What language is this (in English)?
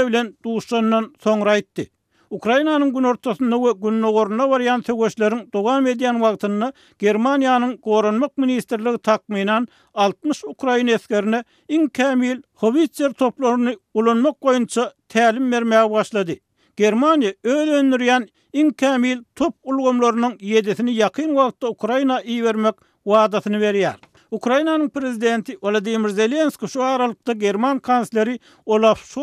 Turkmen